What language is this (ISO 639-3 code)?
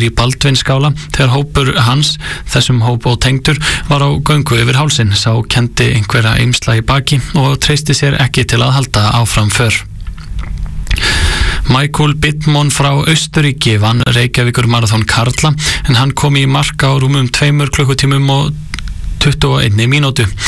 isl